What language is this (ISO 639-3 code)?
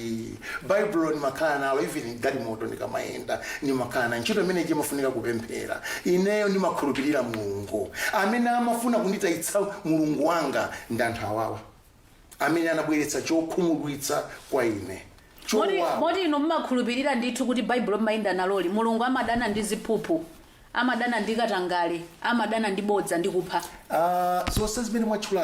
nya